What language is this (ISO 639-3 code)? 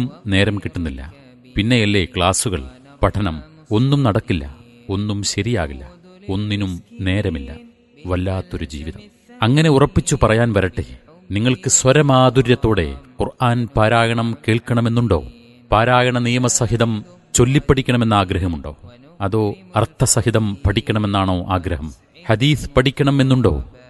mal